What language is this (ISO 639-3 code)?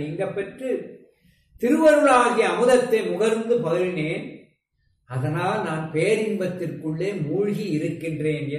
tam